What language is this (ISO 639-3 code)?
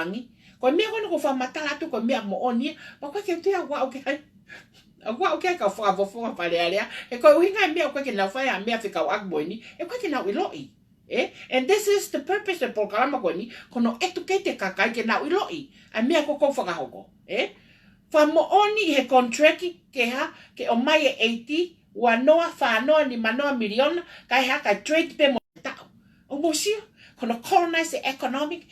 ton